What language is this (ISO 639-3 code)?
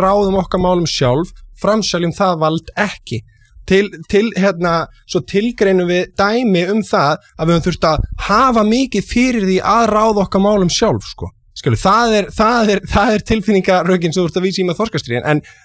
isl